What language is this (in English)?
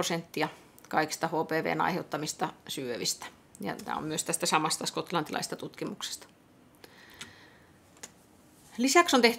Finnish